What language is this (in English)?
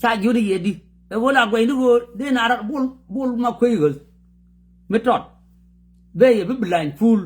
Nuer